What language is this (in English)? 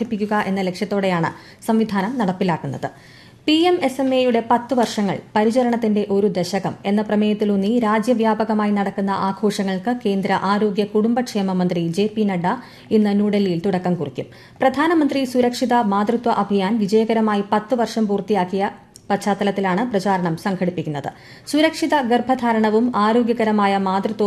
Malayalam